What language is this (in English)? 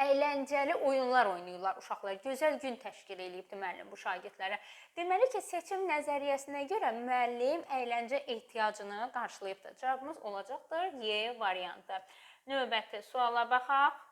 Azerbaijani